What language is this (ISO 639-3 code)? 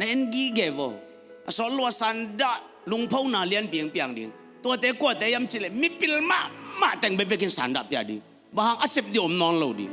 ctd